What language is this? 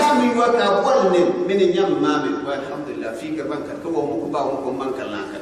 Gourmanchéma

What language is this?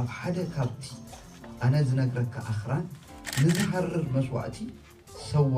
Tigrinya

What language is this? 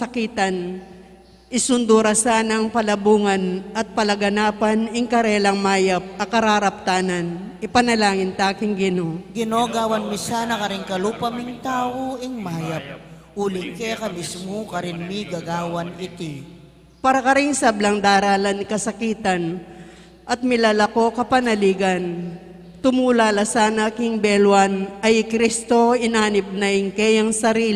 Pampanga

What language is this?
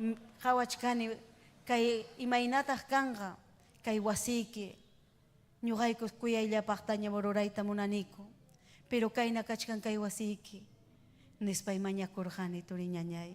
Ayacucho Quechua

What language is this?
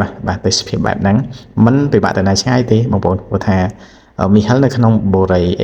Khmer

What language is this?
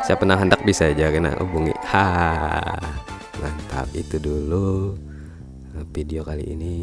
Banjar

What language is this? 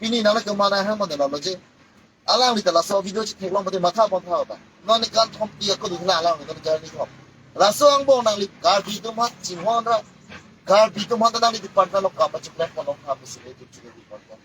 Karbi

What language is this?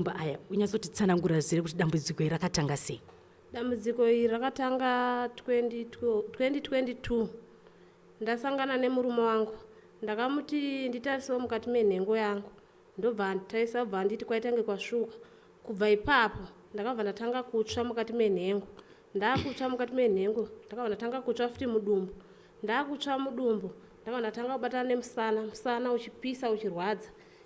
Shona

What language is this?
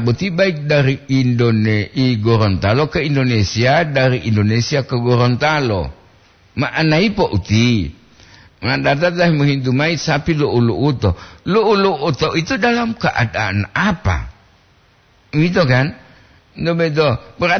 Gorontalo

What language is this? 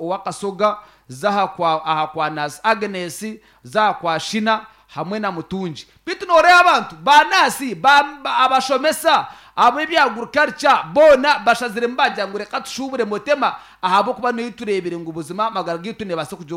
Nyankole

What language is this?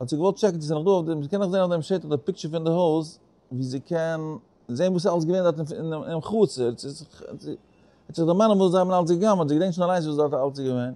Yiddish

